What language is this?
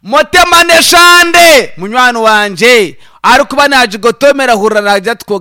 Nyankole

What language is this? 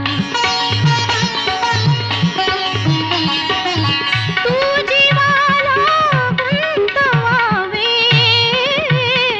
Marathi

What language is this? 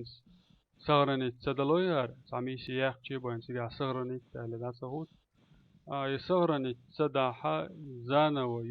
Chechen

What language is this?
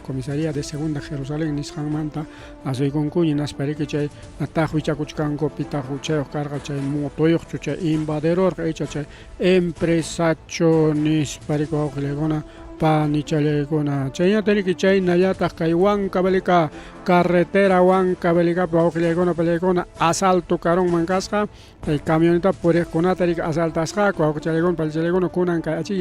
Ayacucho Quechua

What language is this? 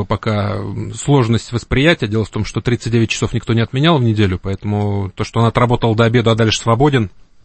Russian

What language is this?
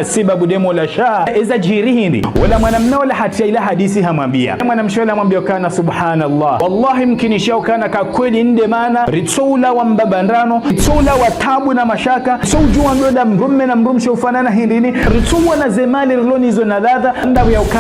Ngazidja Comorian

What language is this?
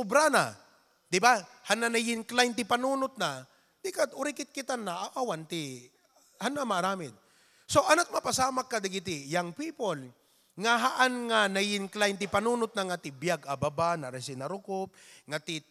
Iloko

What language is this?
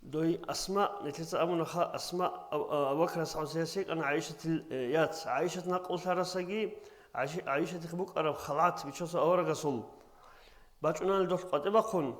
Avaric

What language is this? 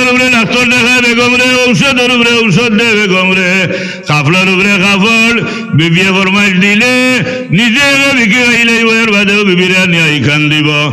Sylheti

